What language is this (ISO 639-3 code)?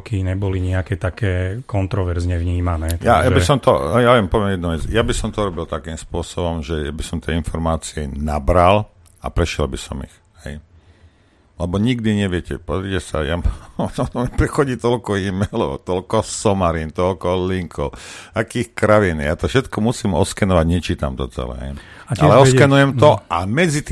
slk